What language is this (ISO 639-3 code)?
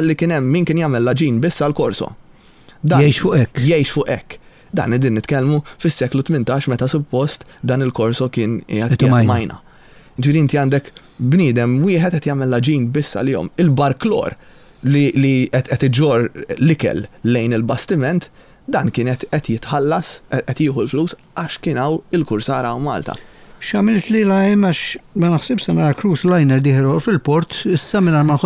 mlt